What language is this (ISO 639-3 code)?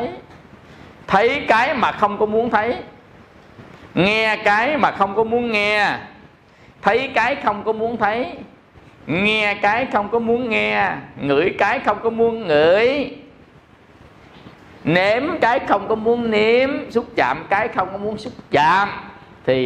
vie